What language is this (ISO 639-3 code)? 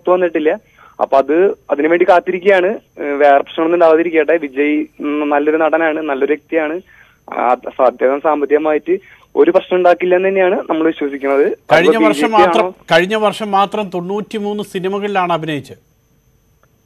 mal